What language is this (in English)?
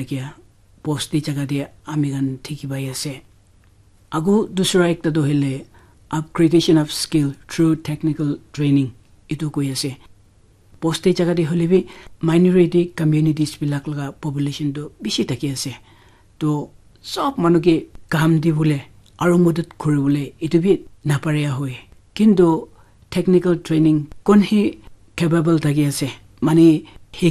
Naga Pidgin